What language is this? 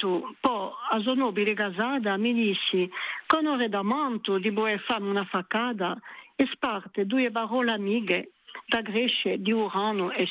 Corsican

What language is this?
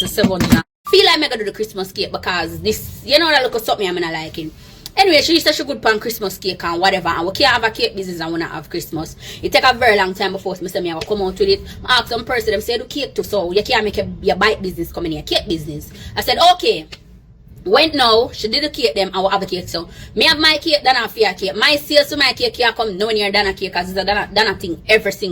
Jamaican Creole English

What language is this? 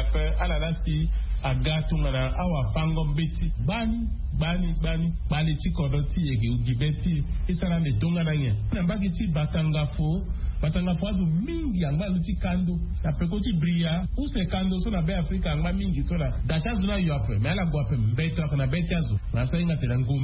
Sango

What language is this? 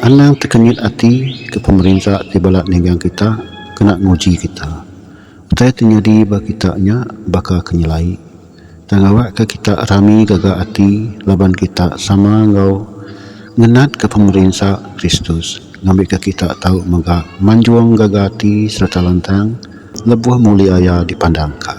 Iban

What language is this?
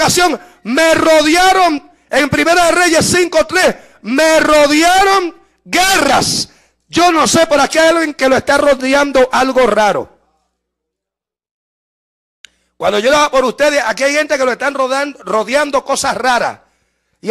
Spanish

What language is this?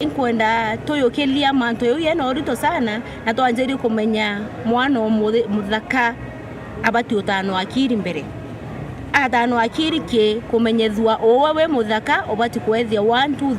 Meru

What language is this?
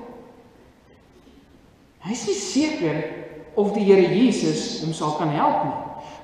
Afrikaans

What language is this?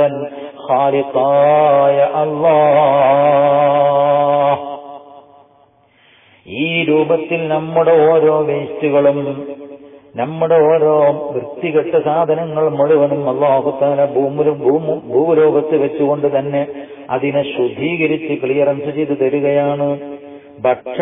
Malayalam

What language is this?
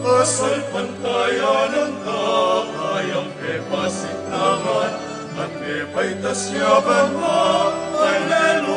Pampanga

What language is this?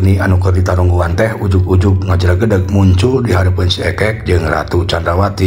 Sundanese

